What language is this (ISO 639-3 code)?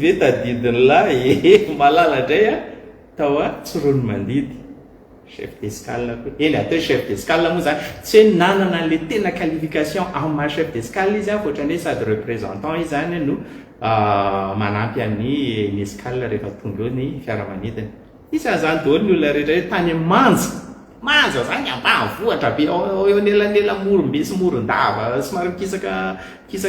mlg